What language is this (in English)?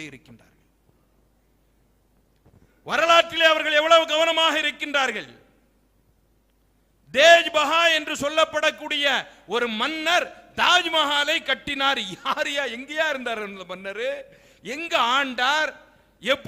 Tamil